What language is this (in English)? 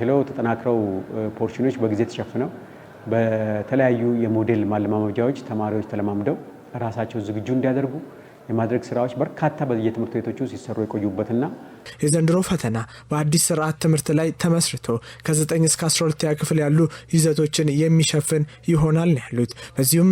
Amharic